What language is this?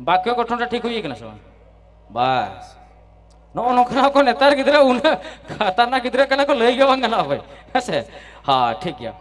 Santali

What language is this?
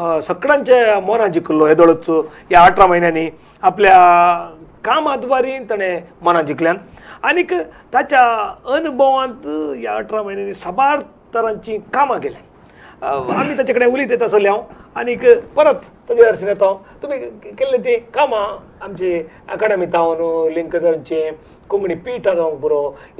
Konkani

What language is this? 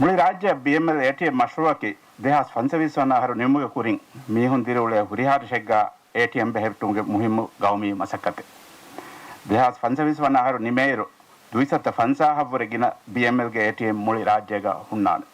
Divehi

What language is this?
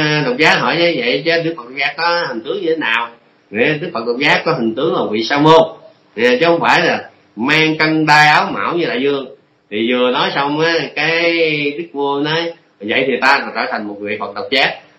Vietnamese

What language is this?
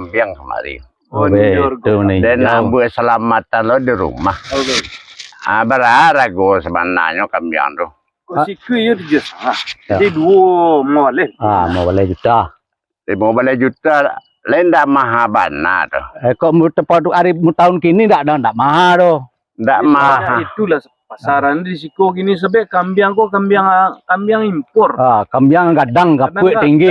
Minangkabau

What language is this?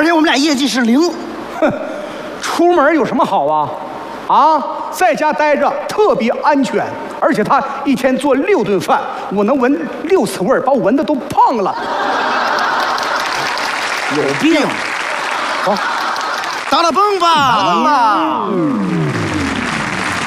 Chinese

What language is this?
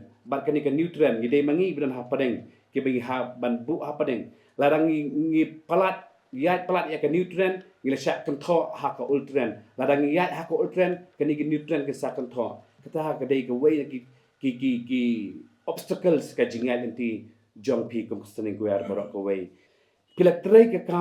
Khasi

